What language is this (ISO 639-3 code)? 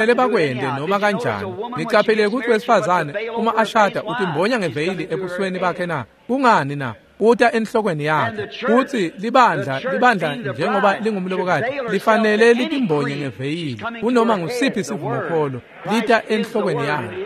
ssw